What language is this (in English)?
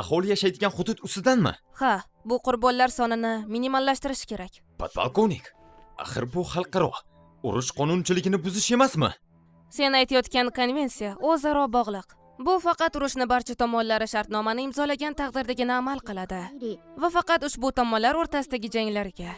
Uzbek